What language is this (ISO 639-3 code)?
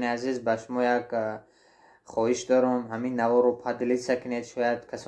tgk